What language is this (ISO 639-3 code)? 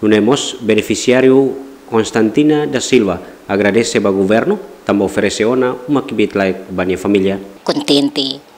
tet